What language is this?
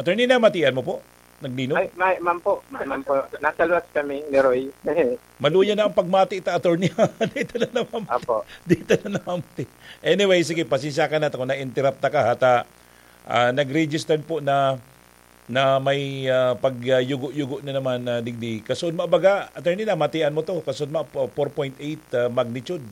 Bikol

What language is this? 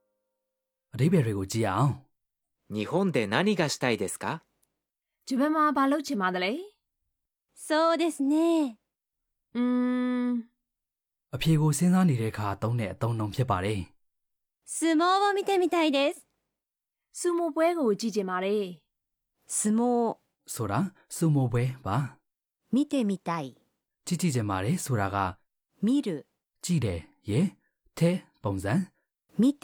Burmese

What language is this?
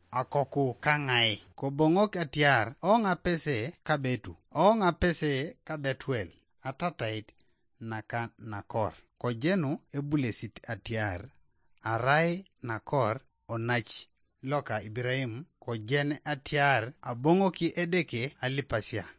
Teso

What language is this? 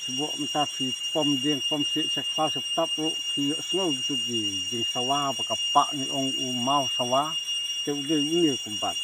Khasi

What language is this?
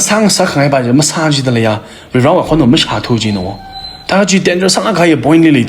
Tangkhul Naga (India)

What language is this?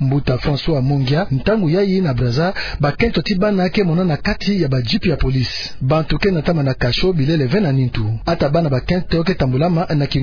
Kituba (Democratic Republic of Congo)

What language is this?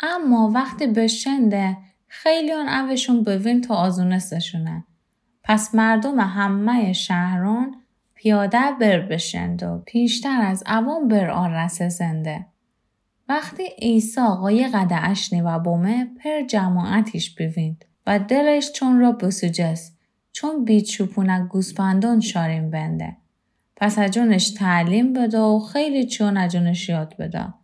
Gilaki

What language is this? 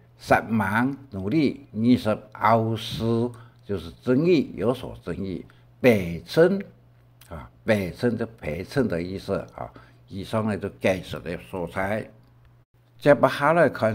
Hakka Chinese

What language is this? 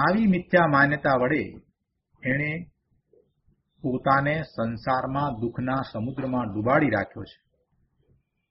Gujarati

